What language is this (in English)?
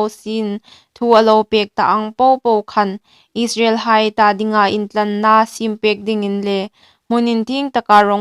Hmar